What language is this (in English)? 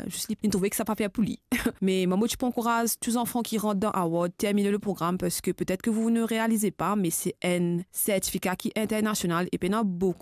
Morisyen